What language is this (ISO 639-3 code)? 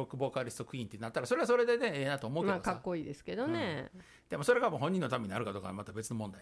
jpn